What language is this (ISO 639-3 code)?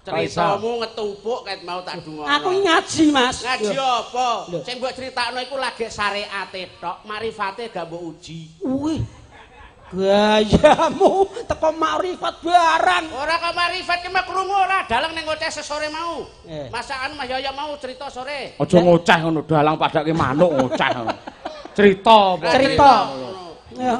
jav